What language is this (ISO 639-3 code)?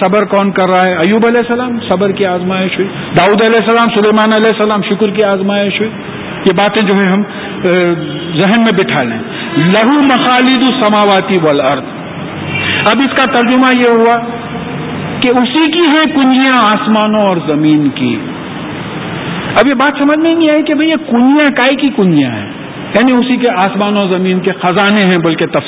urd